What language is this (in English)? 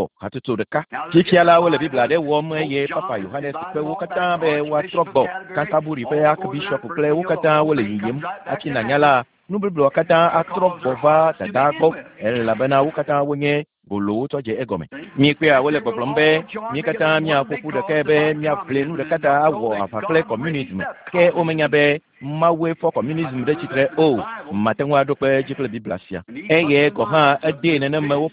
Ewe